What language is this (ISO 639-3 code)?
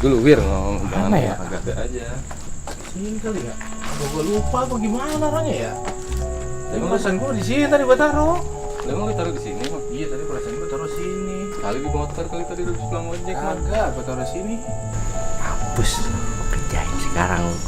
bew